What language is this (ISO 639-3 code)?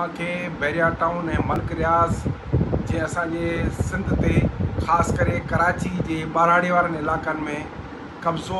snd